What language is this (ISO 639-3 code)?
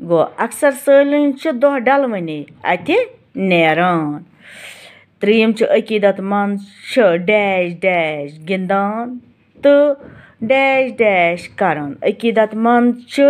kas